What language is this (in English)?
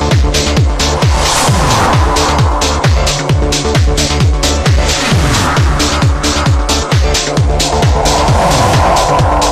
Gujarati